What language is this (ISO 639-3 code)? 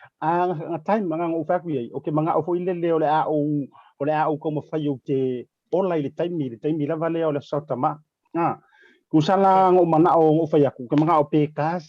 smo